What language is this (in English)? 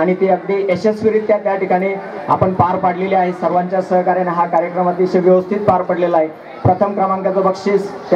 Marathi